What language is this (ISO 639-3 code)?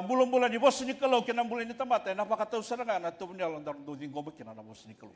fij